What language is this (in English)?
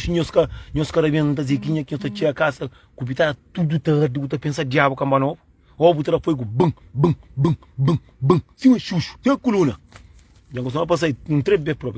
Kabuverdianu